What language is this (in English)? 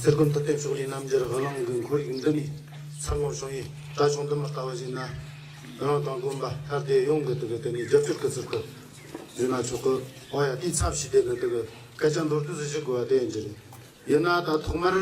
Tibetan